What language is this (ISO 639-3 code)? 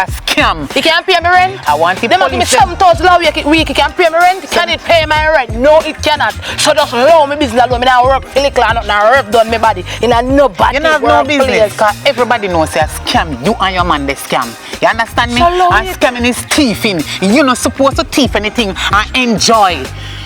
jam